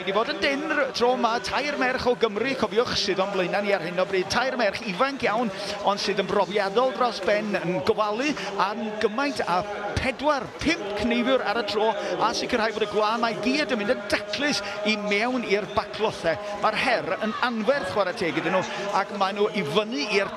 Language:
Welsh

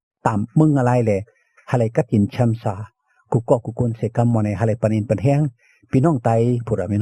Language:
Shan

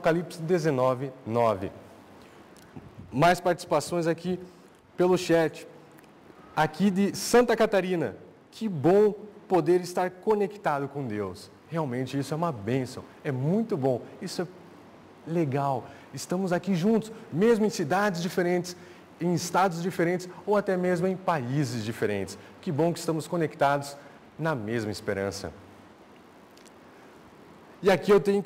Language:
Portuguese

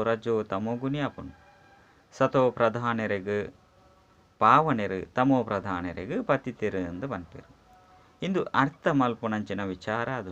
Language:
Tulu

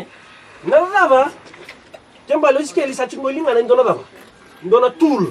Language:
Fijian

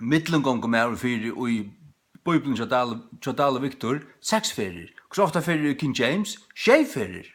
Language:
Faroese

